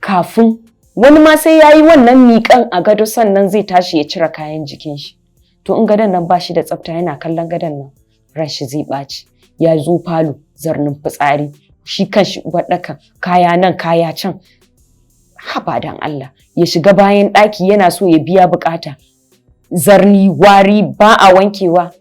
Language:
Hausa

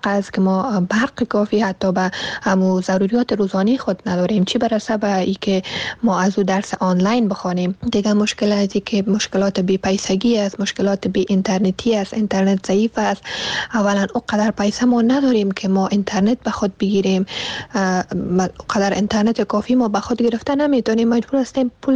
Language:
Persian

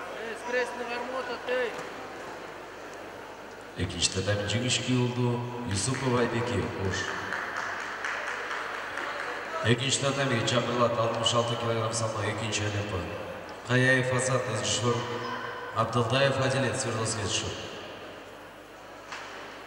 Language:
Kazakh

